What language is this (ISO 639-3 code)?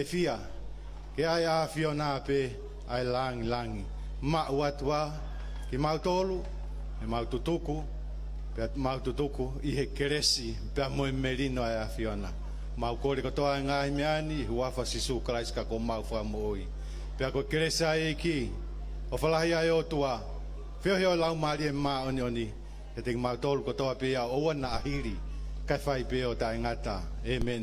ton